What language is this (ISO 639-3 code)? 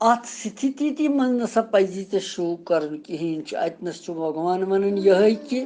kas